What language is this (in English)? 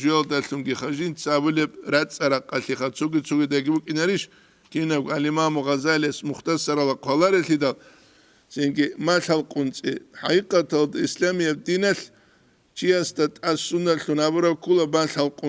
Avaric